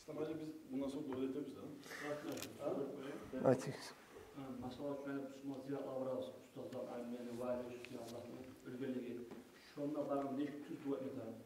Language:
Kumyk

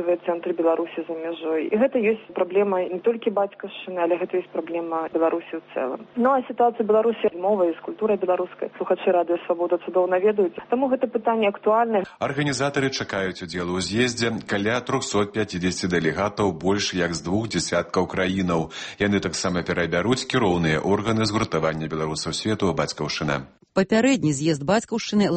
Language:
Belarusian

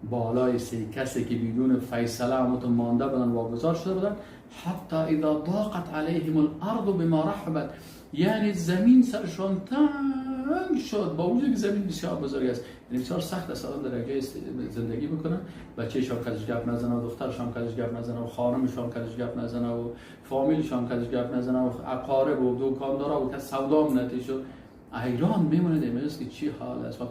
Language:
Persian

